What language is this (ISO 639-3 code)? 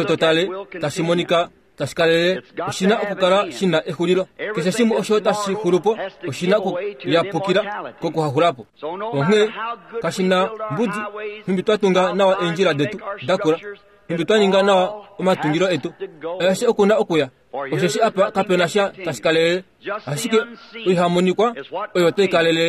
kua